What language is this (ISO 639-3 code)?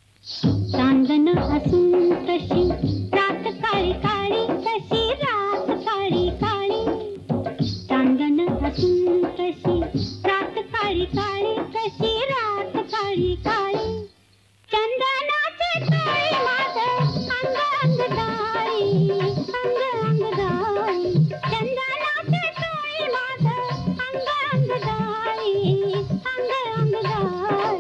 mar